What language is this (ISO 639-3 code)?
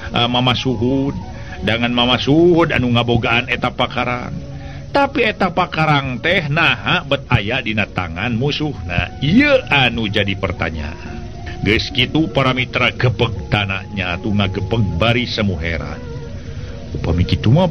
sun